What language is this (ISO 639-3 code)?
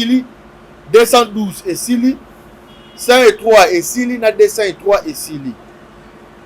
lin